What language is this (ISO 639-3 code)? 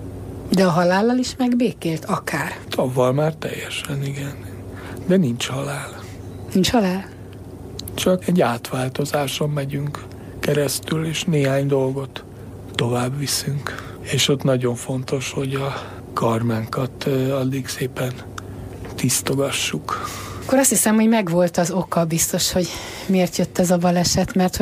hun